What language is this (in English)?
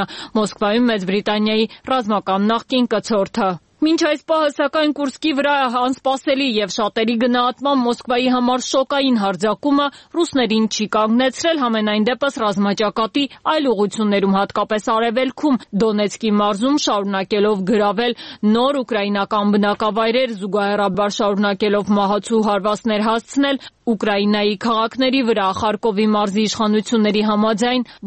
Armenian